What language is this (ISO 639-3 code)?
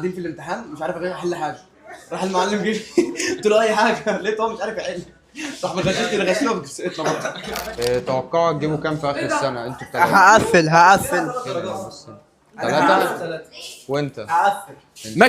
arz